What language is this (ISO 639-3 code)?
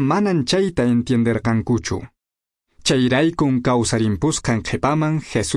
que